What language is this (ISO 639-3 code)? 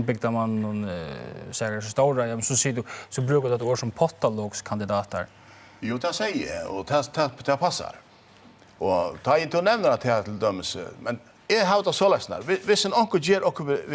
fao